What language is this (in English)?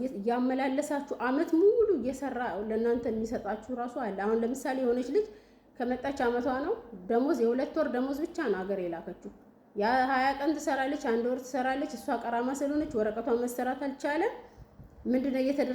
Amharic